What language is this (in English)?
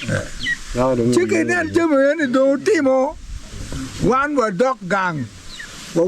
Acoli